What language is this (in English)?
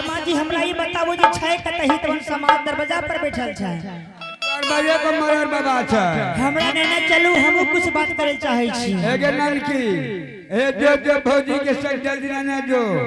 Angika